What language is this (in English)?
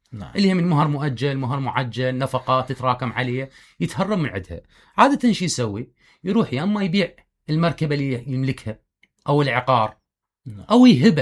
Mesopotamian Arabic